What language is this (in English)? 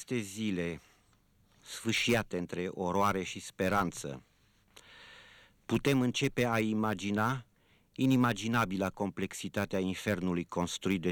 Romanian